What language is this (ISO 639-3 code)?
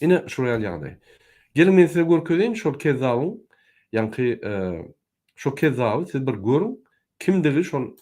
tuk